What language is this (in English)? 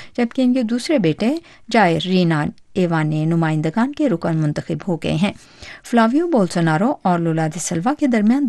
Urdu